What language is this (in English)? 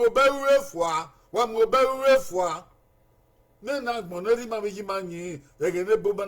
Bini